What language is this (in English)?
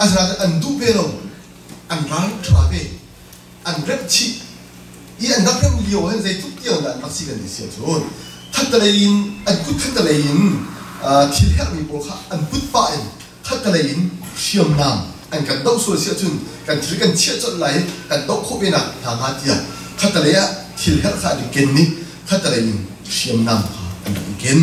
Hakha Chin